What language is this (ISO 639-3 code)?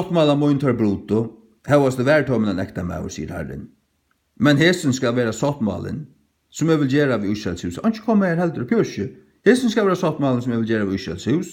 fao